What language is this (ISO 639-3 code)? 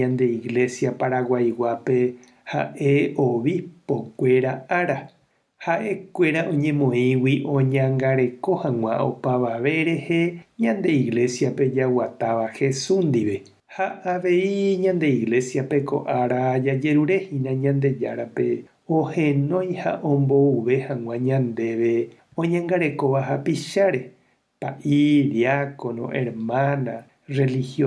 grn